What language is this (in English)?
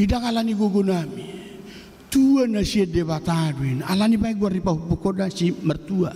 Batak Toba